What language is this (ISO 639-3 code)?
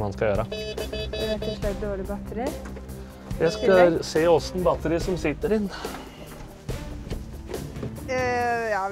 nor